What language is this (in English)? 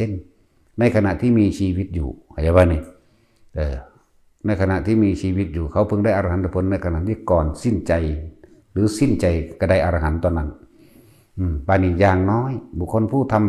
Northeastern Thai